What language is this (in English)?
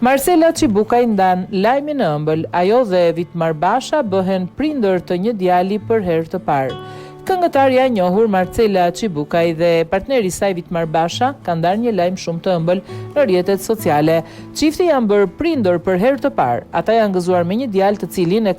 Albanian